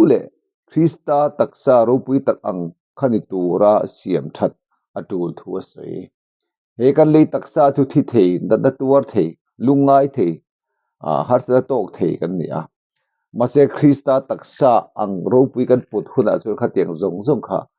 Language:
Mizo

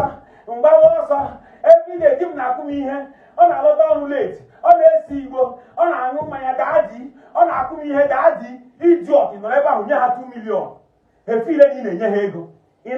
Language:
Igbo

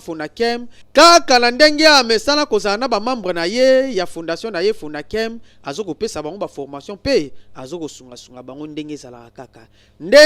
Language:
Lingala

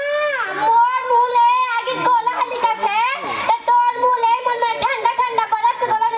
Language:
Chhattisgarhi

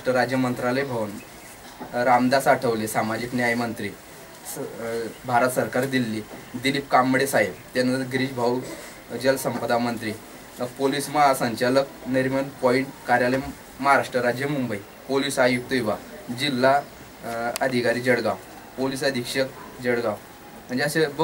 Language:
Marathi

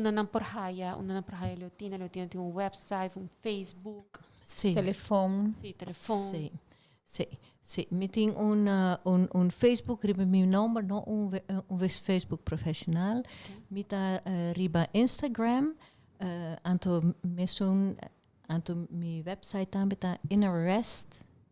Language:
Papiamento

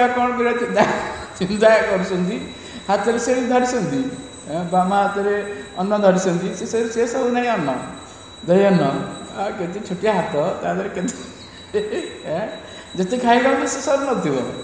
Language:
Odia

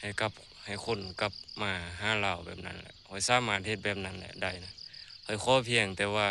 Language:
Lao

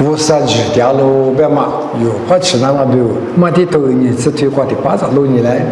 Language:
Lisu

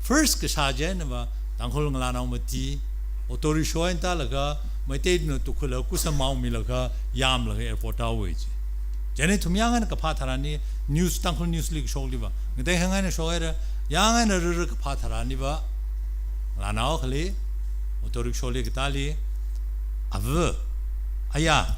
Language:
Tangkhul Naga (India)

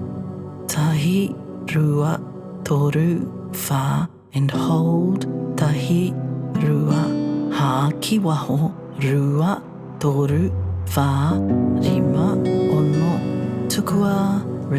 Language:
Māori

